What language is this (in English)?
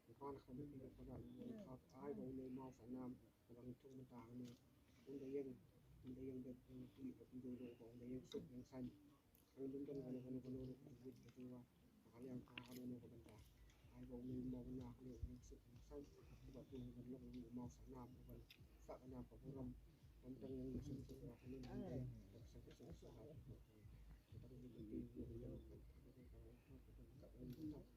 Khasi